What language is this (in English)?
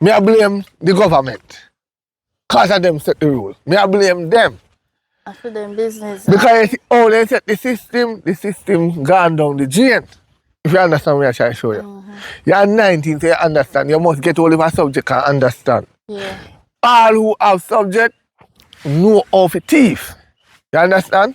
Jamaican Creole English